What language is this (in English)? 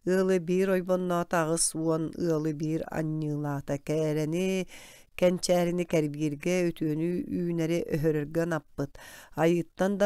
Yakut